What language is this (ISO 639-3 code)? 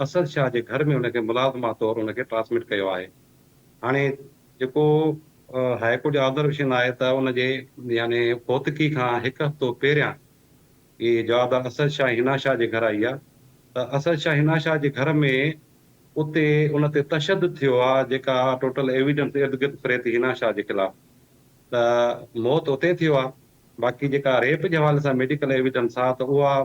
snd